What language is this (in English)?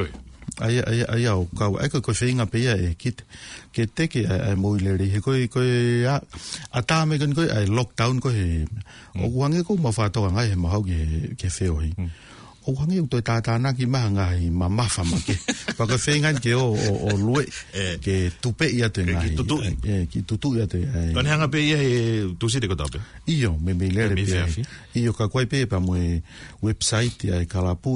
Tongan